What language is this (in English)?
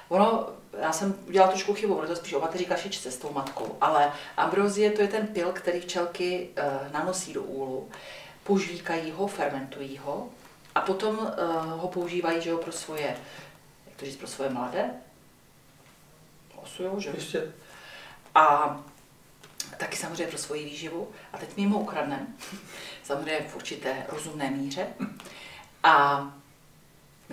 Czech